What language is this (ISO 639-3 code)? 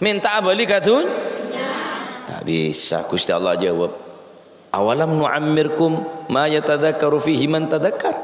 mad